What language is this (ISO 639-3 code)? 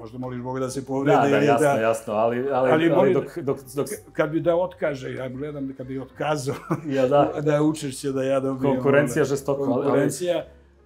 srp